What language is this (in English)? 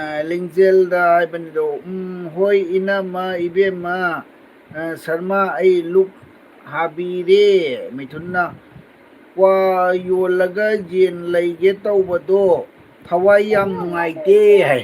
Manipuri